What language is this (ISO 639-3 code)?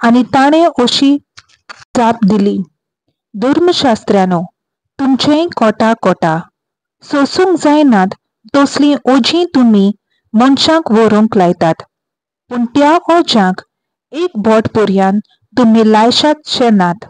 kok